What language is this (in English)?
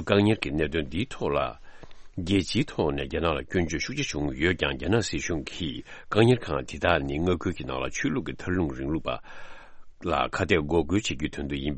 Tibetan